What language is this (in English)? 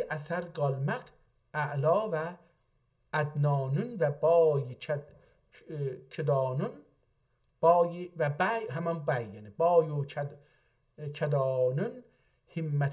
South Azerbaijani